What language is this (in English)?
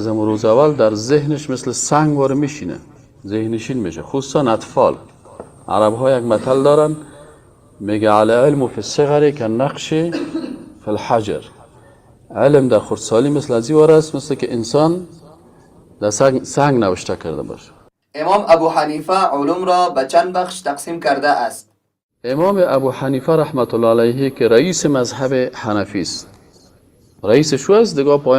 Persian